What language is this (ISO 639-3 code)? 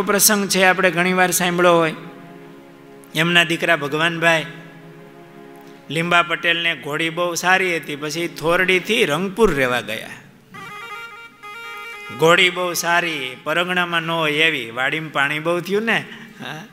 guj